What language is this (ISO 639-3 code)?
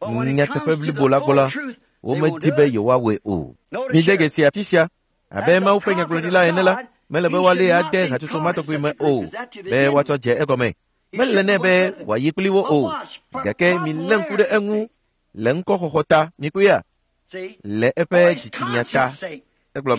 ewe